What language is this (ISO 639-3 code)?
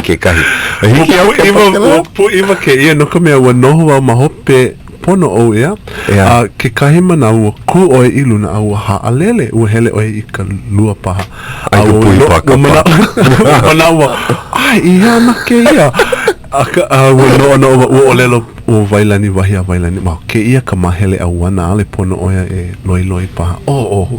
haw